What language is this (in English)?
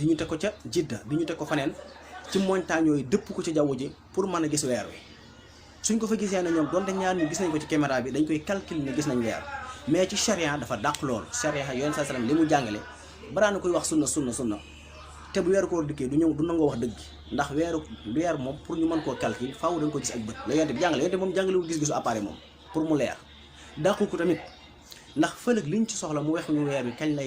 Wolof